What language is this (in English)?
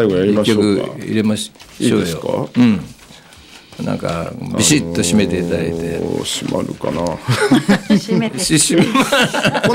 Japanese